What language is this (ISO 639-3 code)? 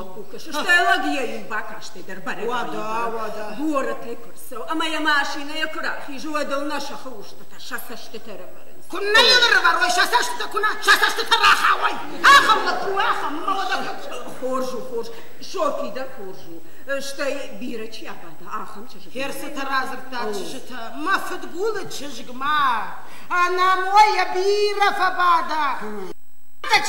oss